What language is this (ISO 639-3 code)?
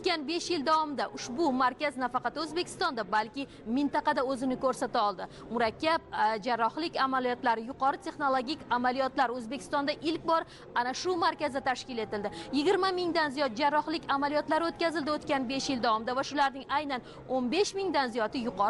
uzb